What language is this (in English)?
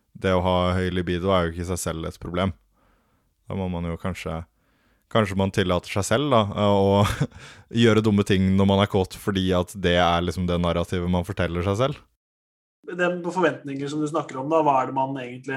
Norwegian